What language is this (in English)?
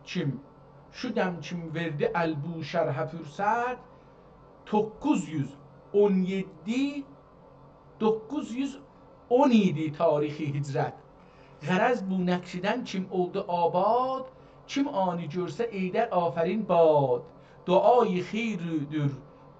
South Azerbaijani